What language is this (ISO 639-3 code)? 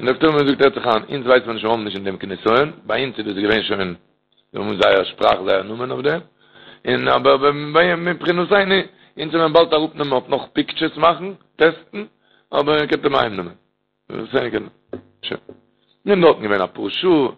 yid